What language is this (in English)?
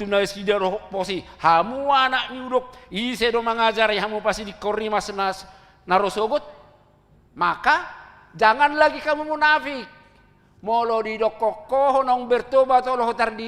Batak Toba